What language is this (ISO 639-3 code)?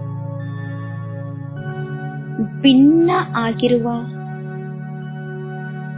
kan